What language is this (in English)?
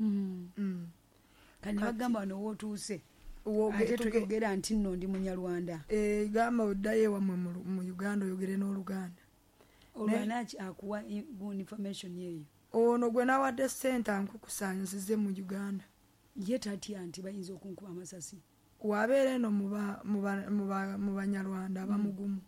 Ganda